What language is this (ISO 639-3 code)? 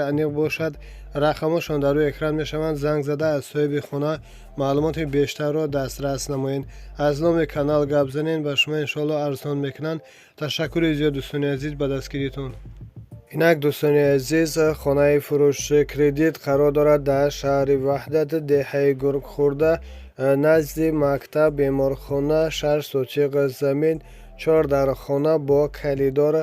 tgk